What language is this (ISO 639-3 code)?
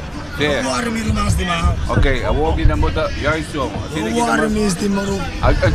pap